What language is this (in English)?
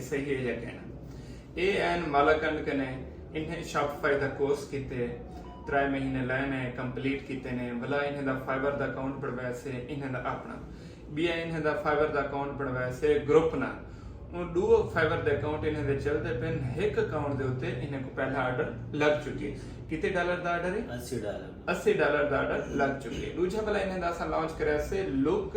Saraiki